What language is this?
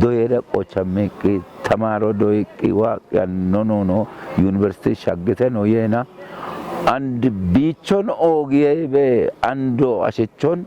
Kafa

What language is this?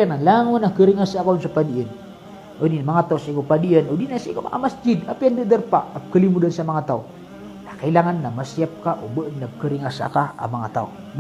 Maranao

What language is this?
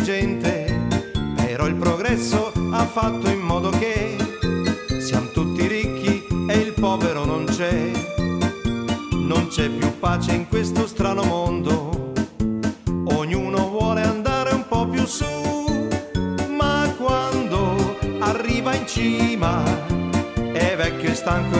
Italian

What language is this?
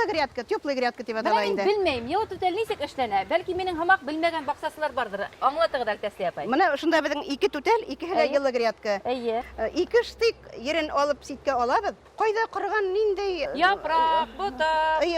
Bashkir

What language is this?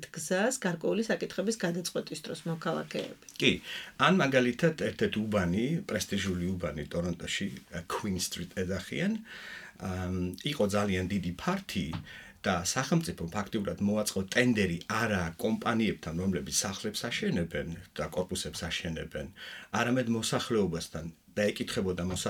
Georgian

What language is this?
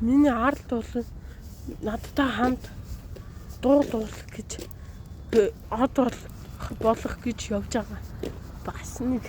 Mongolian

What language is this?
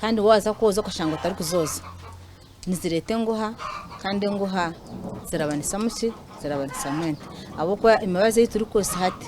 Nyankole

